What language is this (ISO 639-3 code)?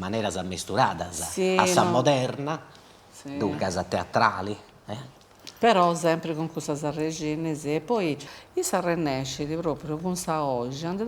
srd